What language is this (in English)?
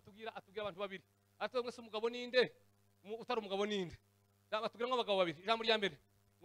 Kinyarwanda